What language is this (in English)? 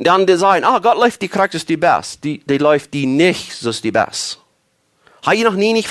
Plautdietsch